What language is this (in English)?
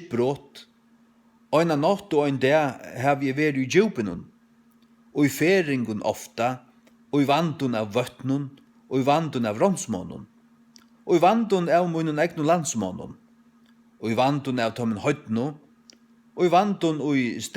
Faroese